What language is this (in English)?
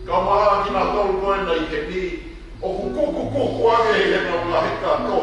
Tongan